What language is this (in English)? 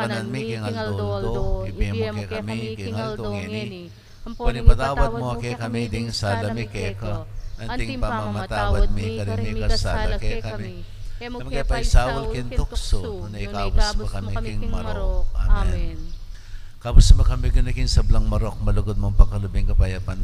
Pampanga